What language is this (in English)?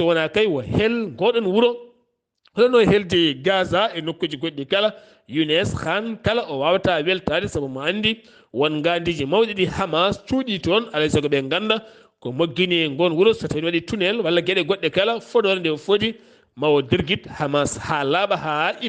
Fula